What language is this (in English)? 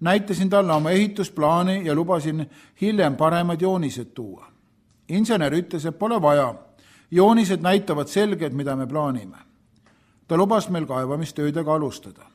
Estonian